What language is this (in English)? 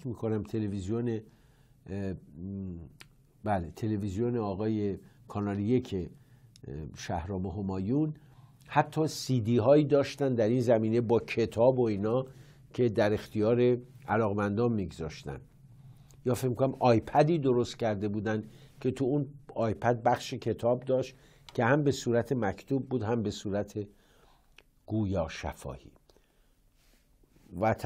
Persian